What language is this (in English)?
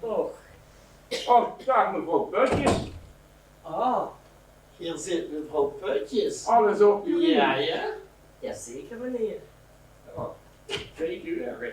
Limburgish